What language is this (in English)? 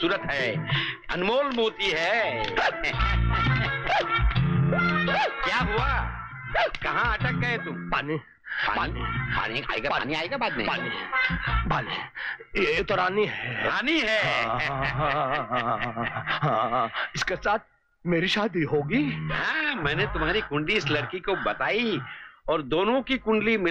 Hindi